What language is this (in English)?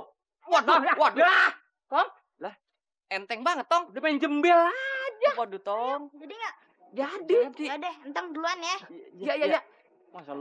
Betawi